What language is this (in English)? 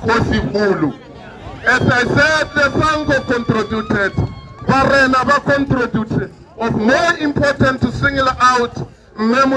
Tswana